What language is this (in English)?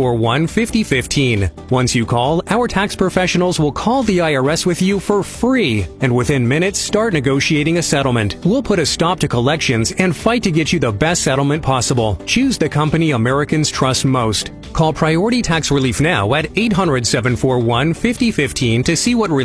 English